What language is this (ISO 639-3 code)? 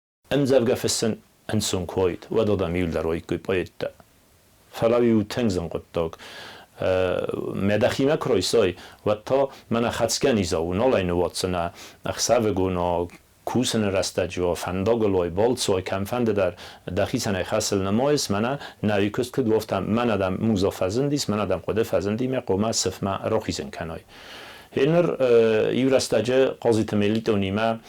oss